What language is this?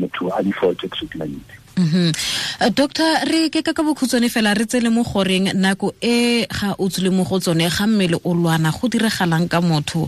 Tswana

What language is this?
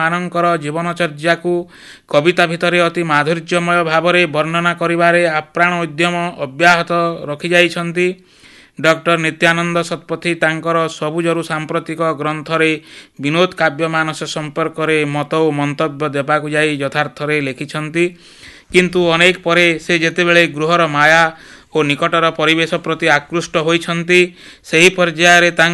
Odia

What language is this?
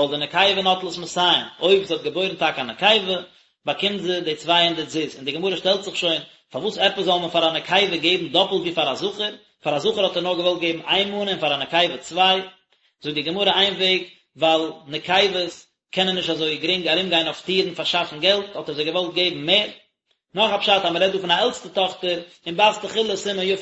Yiddish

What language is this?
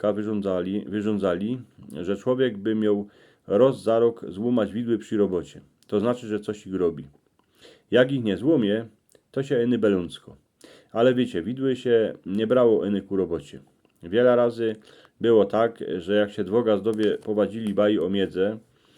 Silesian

